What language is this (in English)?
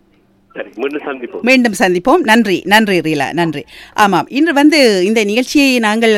Tamil